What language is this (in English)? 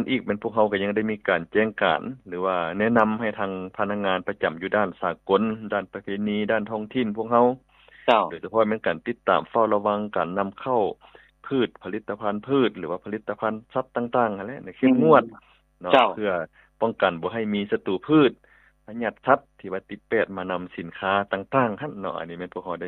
Lao